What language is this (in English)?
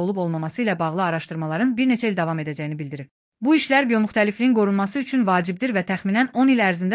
Azerbaijani